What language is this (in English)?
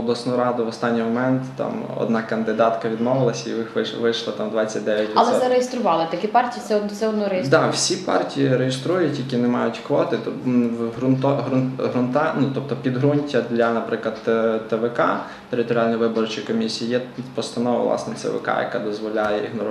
Ukrainian